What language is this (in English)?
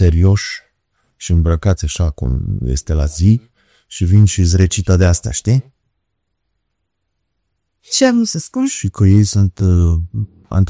Romanian